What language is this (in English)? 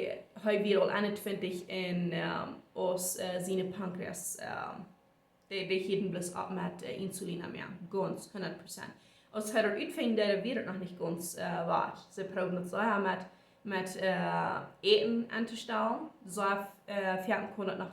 Plautdietsch